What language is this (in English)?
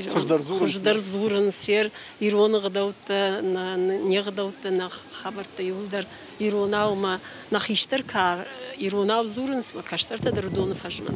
Ossetic